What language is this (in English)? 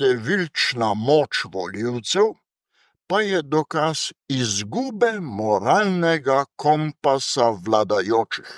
Slovenian